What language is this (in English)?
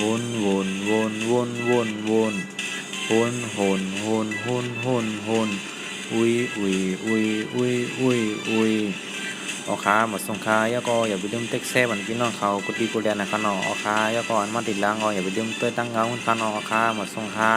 Shan